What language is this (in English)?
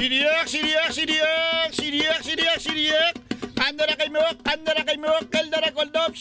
Persian